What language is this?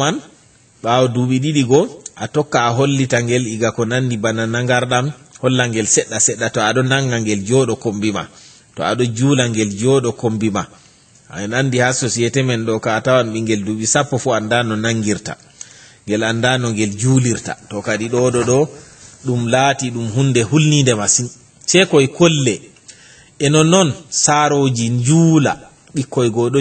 Fula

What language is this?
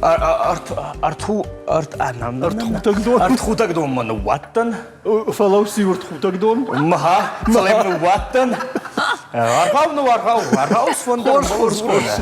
Ossetic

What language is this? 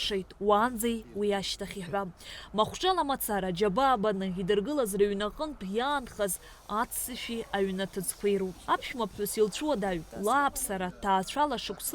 Abkhazian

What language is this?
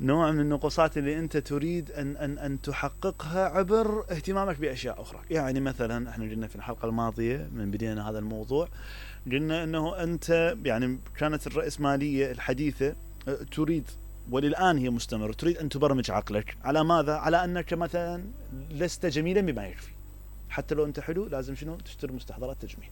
Mesopotamian Arabic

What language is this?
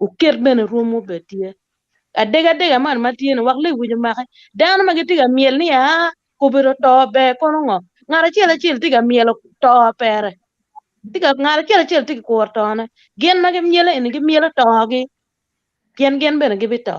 Acoli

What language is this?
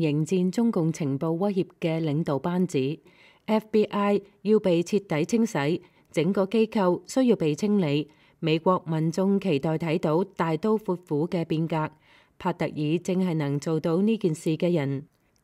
Cantonese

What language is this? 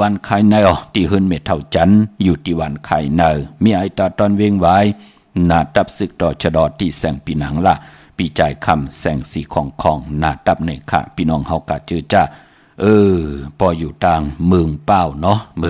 Shan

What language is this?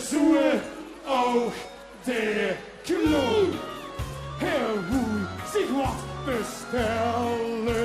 Limburgish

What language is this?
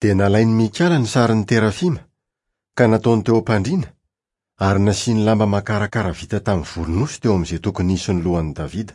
Malagasy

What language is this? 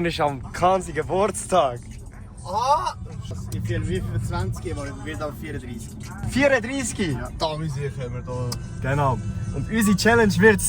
Swiss German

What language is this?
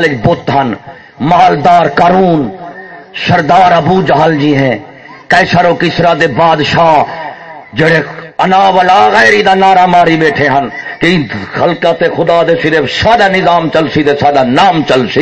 Saraiki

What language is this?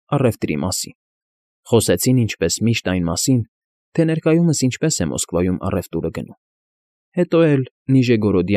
Armenian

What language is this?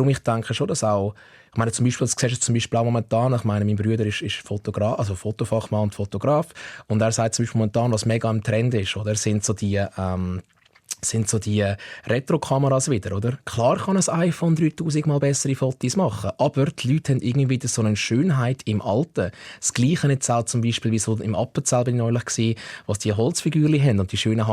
Swiss German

